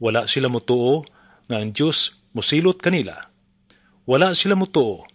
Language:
Cebuano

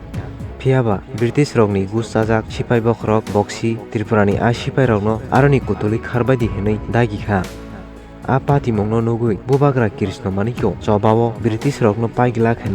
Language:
Kok Borok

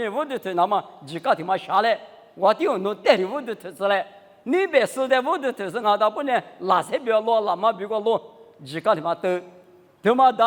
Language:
Lisu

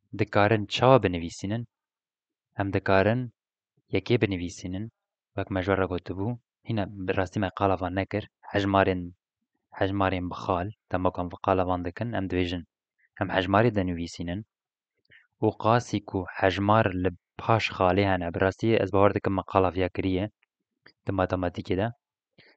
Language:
Kurdish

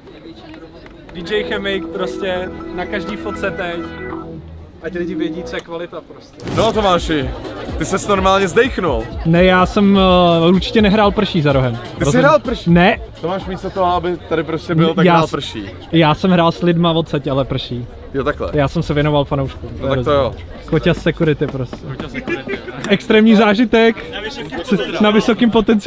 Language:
Czech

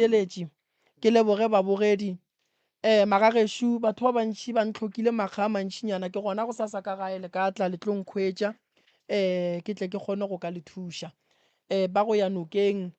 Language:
Northern Sotho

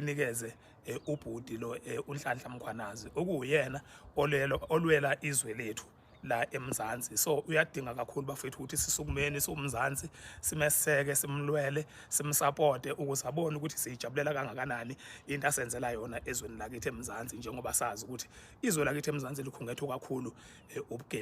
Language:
Zulu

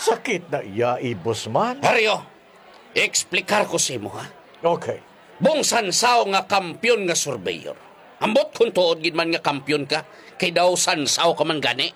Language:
Hiligaynon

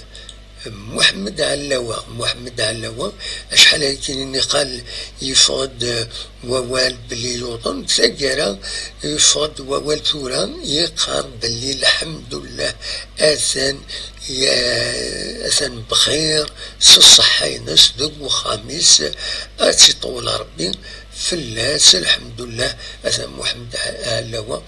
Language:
Kabyle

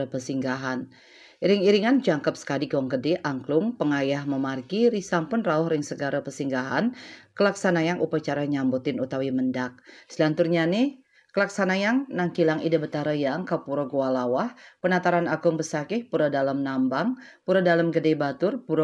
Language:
Balinese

